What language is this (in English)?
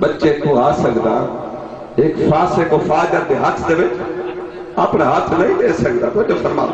Saraiki